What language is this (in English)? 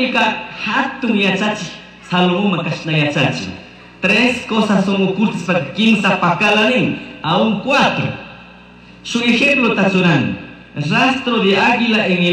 Chimborazo Highland Quichua